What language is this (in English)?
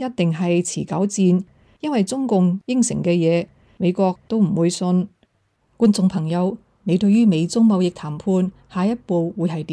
Cantonese